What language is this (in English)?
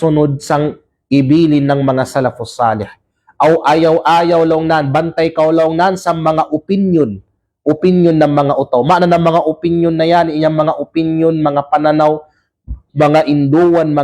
Kalagan